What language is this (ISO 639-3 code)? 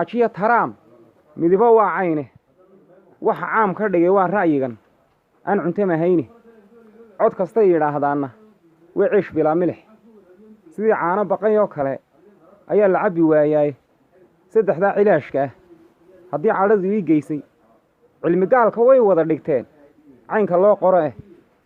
som